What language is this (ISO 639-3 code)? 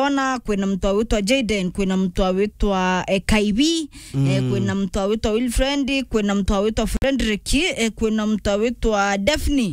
mer